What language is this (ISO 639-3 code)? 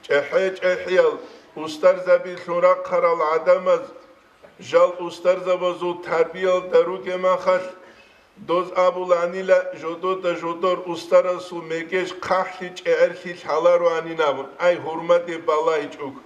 ava